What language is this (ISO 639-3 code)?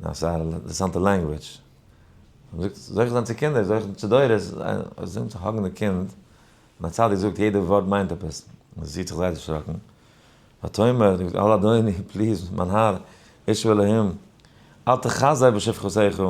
yid